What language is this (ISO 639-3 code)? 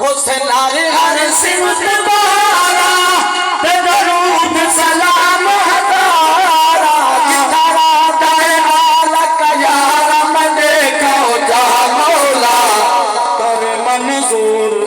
skr